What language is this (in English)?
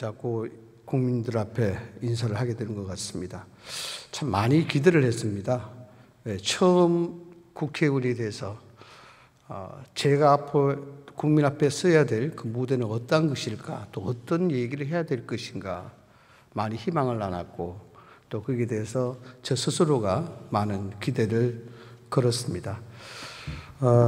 Korean